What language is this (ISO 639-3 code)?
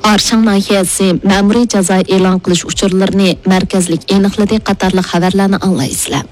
uig